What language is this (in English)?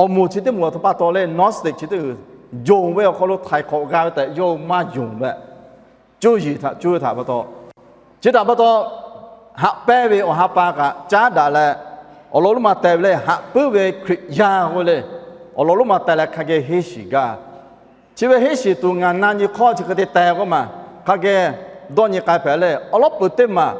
Lahu